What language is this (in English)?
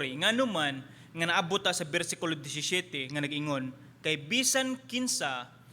Cebuano